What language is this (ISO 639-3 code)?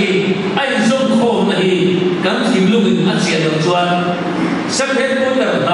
lus